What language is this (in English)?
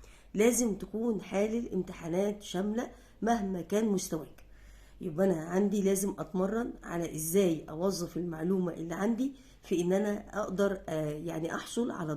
Egyptian Arabic